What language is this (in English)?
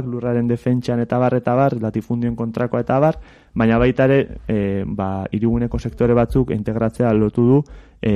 Basque